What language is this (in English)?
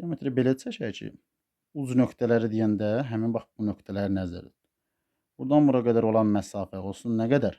Azerbaijani